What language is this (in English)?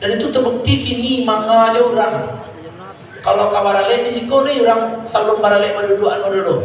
Minangkabau